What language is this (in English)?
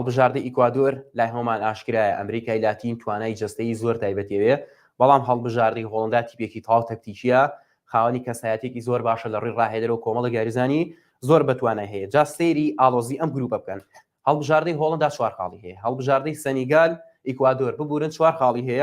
Central Kurdish